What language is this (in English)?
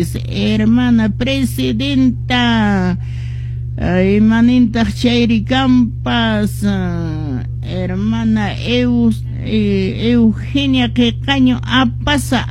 Quechua